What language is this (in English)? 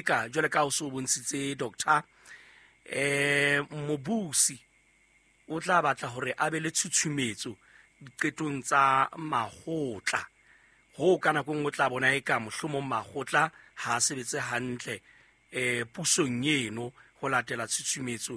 Southern Sotho